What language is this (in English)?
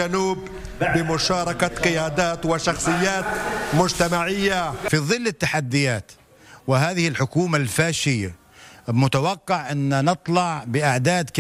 Arabic